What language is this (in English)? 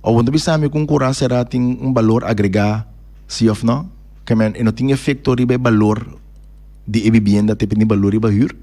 Papiamento